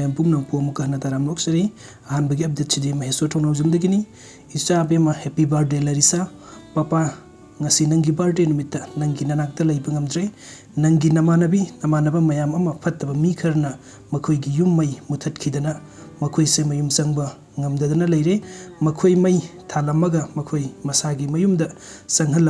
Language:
Manipuri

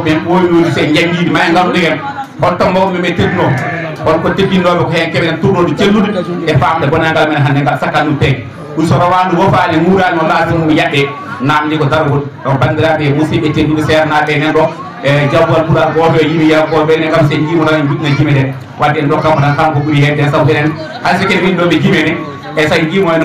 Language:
Fula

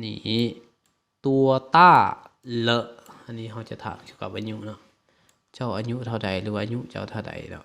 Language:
Lao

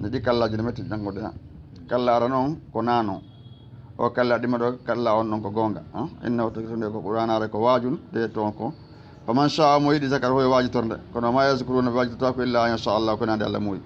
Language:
Fula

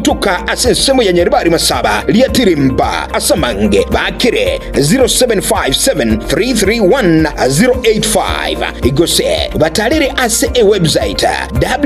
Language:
Gusii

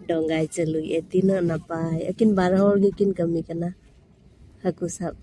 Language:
Santali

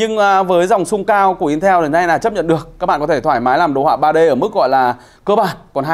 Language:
Vietnamese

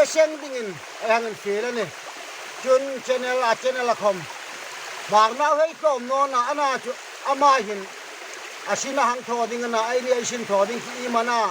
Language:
Hmar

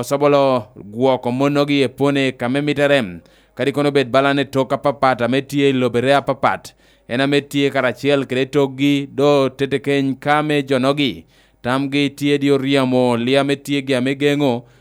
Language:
Lango (Uganda)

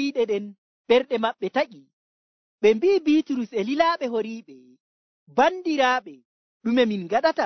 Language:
Nigerian Fulfulde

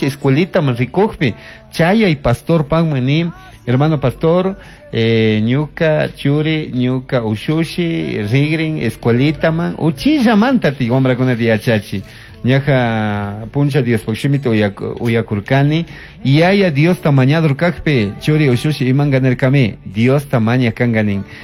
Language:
Chimborazo Highland Quichua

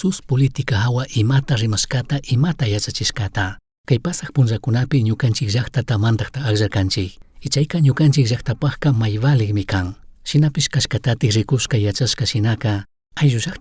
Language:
Chimborazo Highland Quichua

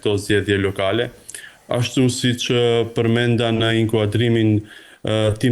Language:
Albanian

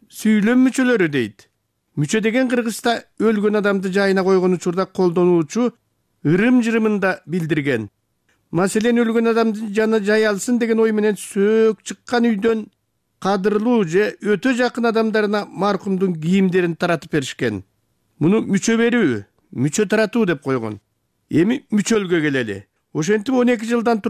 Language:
Kyrgyz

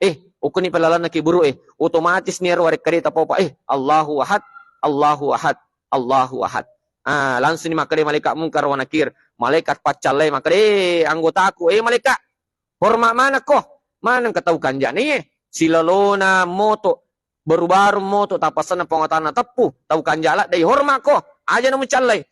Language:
Buginese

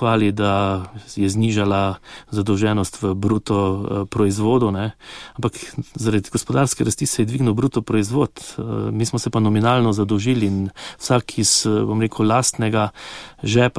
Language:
Slovenian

